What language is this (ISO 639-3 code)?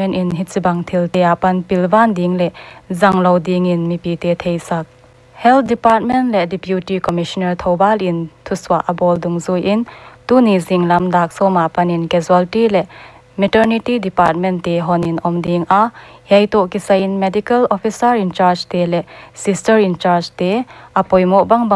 pck